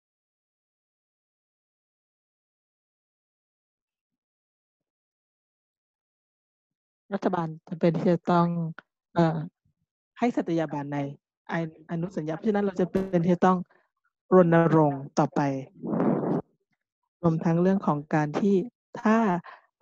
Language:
Thai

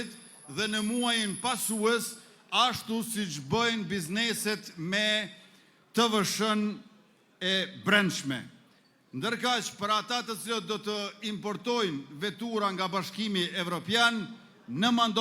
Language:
Albanian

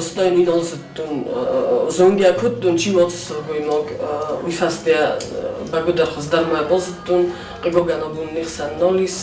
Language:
Ossetic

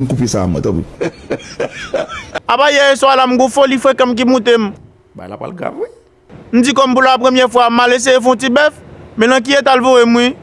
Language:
Haitian Creole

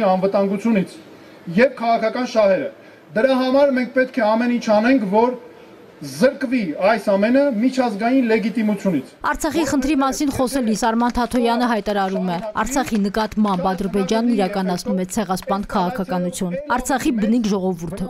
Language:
Armenian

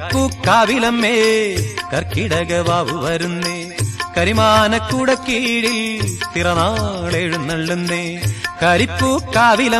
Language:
Malayalam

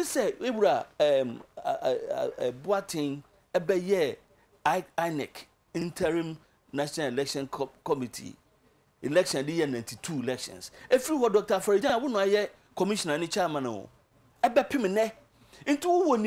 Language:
Akan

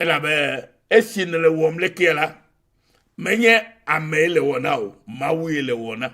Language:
Ewe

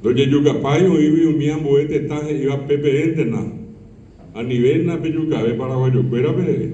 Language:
Guarani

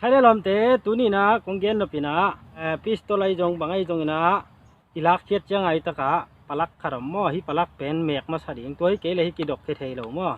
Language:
Tedim Chin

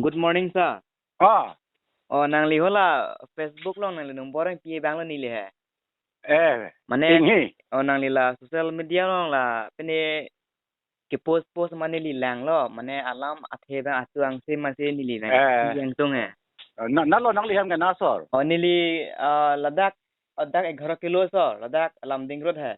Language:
Karbi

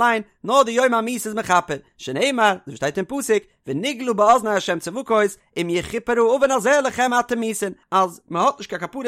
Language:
Yiddish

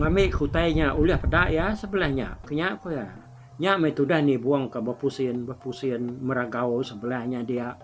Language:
Iban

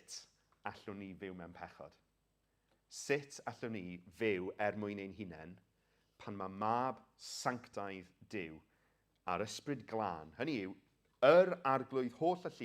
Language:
Welsh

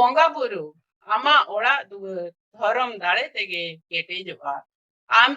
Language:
Santali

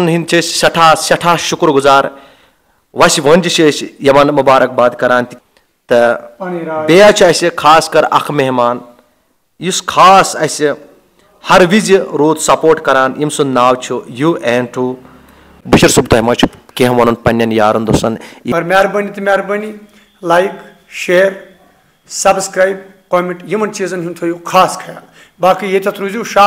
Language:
Kashmiri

